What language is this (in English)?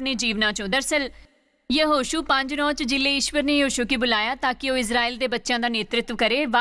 Dogri